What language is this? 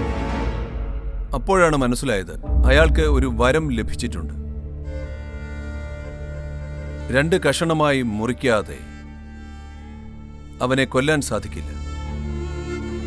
Malayalam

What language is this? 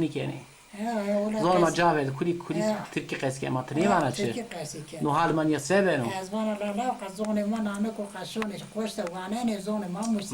Zaza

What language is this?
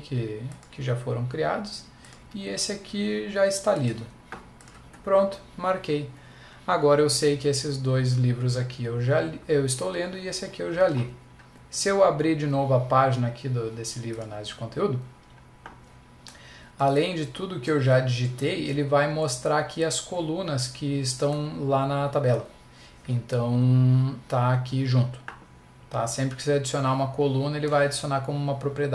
Portuguese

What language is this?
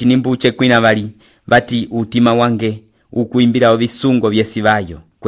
Umbundu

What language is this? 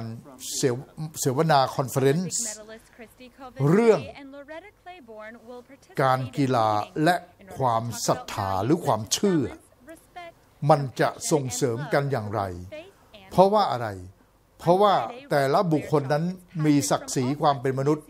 Thai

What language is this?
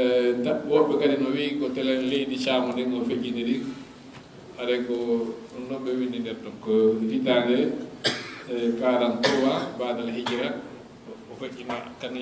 Fula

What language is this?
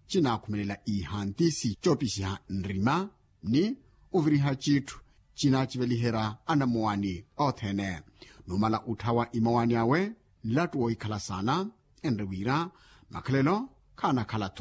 Makhuwa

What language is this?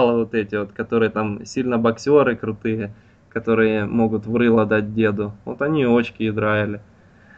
Russian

